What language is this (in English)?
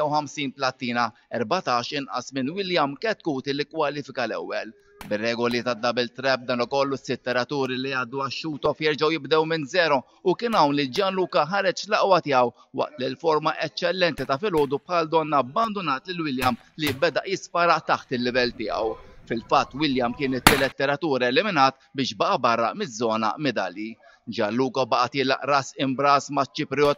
Maltese